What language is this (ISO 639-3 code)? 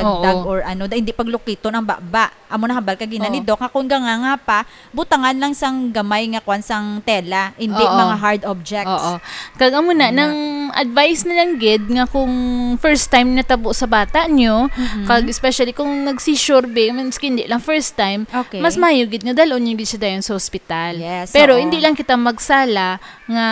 hil